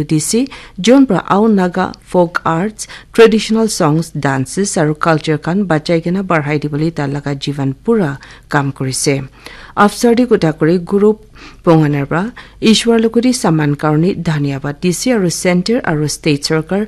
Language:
Naga Pidgin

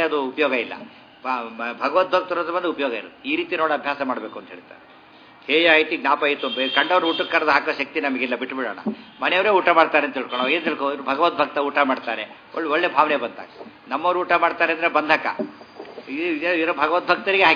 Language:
Kannada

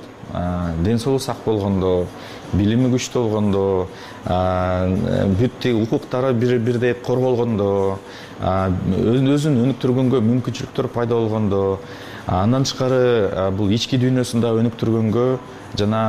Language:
Kyrgyz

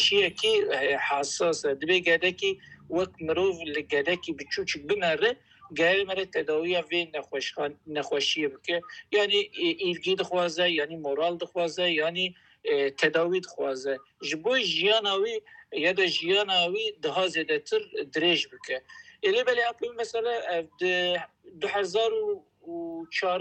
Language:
Kurdish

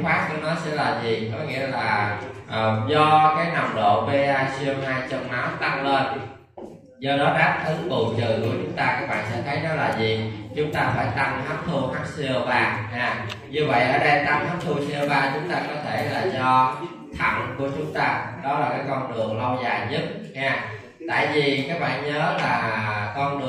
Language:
Vietnamese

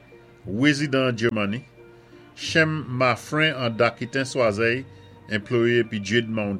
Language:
Saint Lucian Creole French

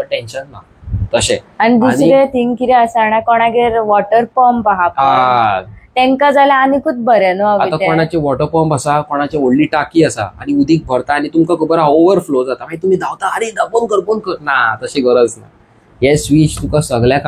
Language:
Konkani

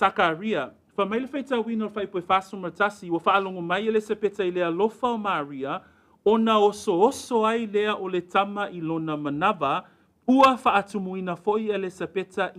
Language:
Samoan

